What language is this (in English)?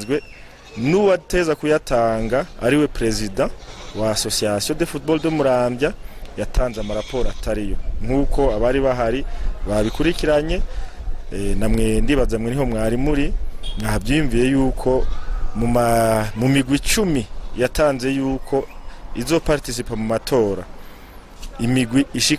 Rundi